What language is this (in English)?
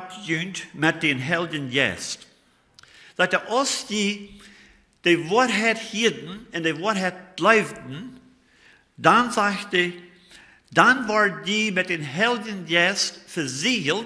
Plautdietsch